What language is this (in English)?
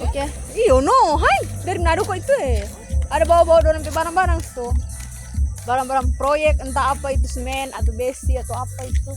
Manado Malay